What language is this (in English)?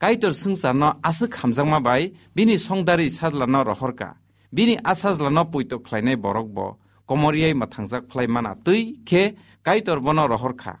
Kok Borok